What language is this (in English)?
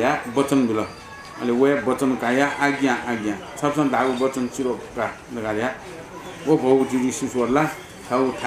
Newari